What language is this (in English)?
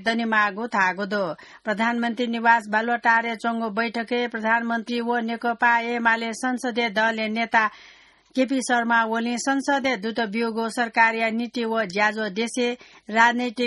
Newari